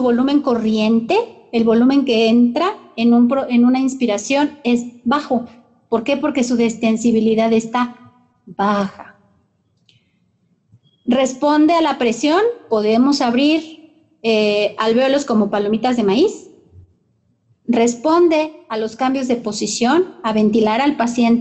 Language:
Spanish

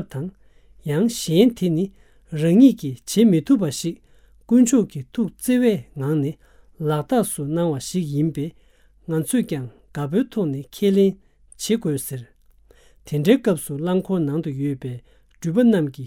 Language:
Tibetan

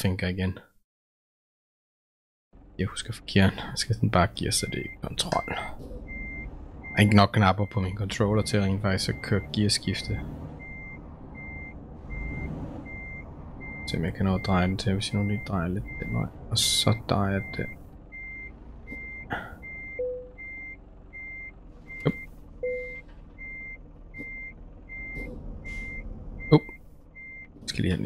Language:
Danish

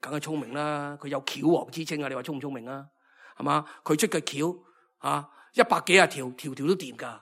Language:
Cantonese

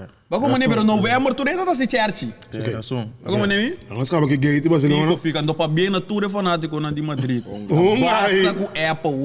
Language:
Papiamento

